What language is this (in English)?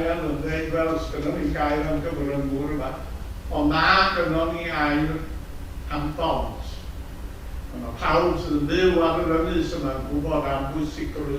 Welsh